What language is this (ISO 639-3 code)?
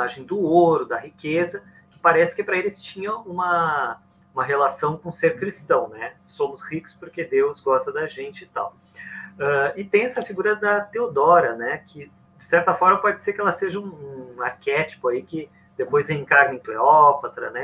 por